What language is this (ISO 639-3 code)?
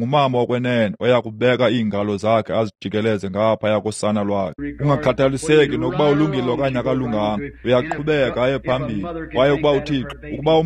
xho